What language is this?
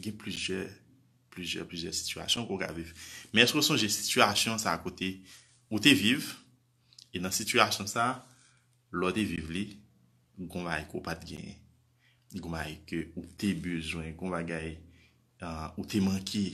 Haitian Creole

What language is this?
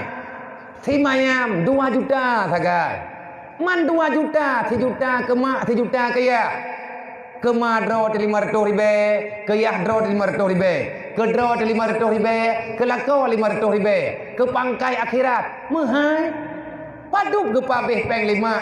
Achinese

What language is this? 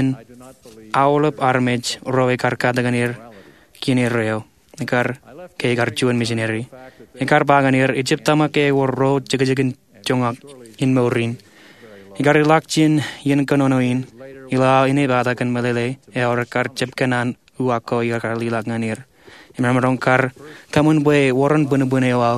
Marshallese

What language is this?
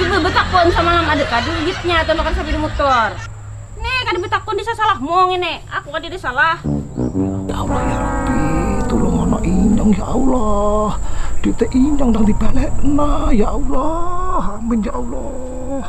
Banjar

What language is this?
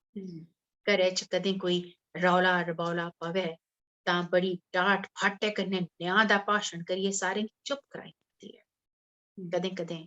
Dogri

